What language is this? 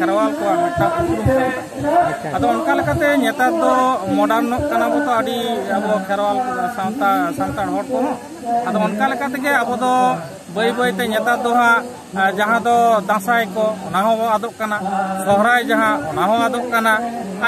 Santali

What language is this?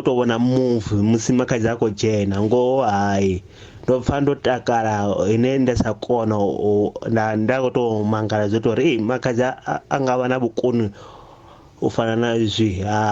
Venda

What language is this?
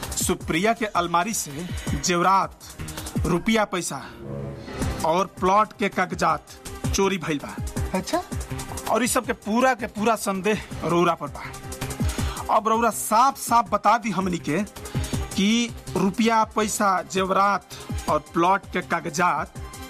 Bhojpuri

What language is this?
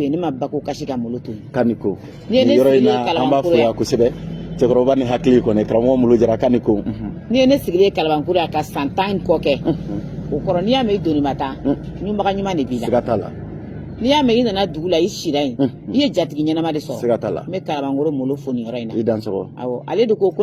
Bambara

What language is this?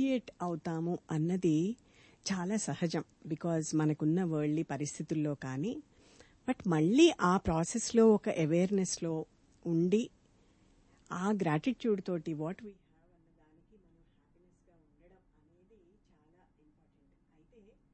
Telugu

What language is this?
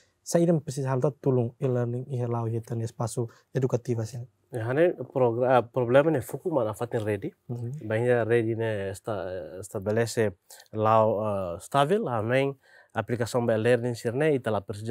Tetum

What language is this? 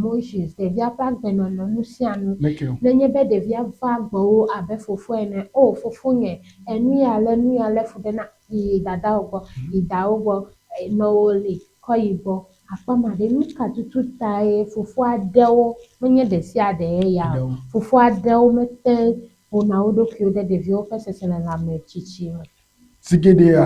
Ewe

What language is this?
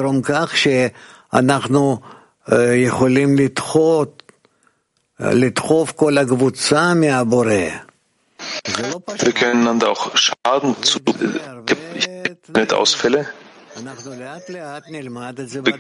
German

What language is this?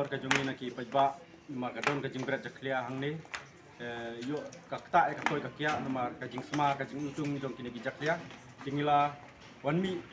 Khasi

